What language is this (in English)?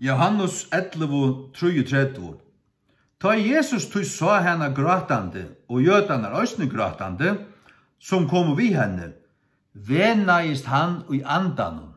Faroese